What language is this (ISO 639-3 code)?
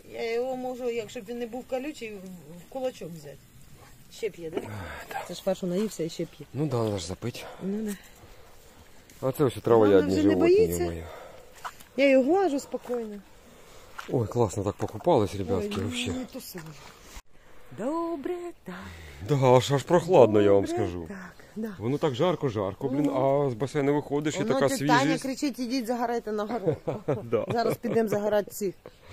ukr